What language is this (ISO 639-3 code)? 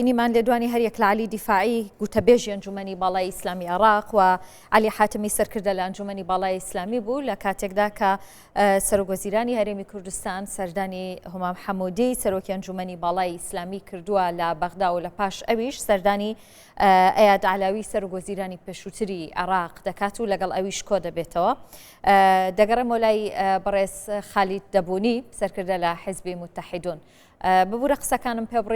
ckb